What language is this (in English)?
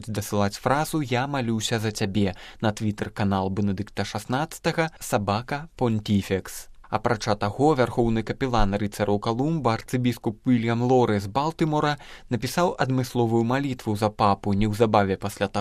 Belarusian